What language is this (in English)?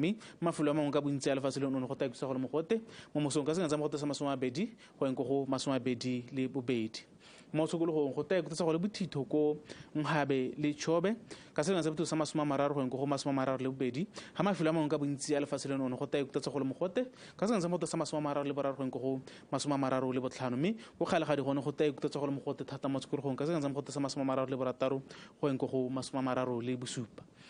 Tswana